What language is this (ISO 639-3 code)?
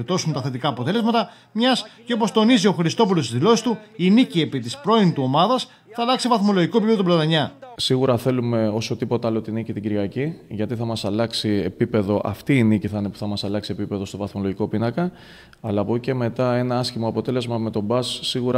ell